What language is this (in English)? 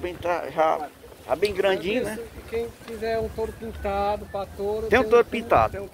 Portuguese